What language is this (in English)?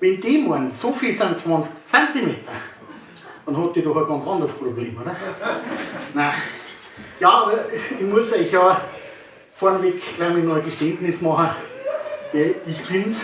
Bavarian